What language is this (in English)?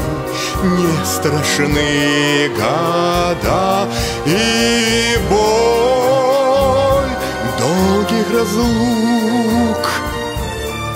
Russian